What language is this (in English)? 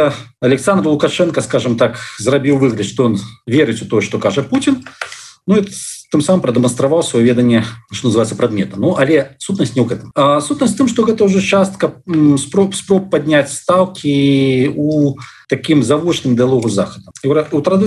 Belarusian